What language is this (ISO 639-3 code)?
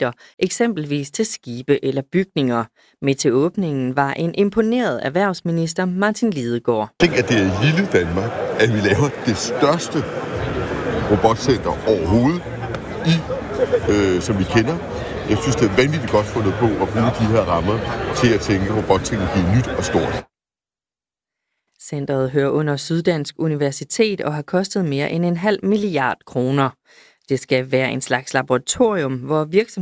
dan